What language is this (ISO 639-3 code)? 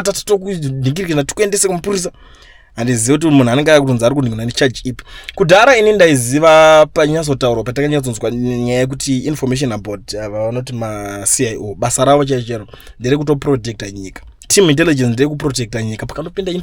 sna